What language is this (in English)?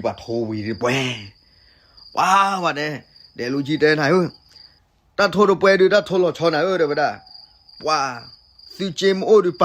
S'gaw Karen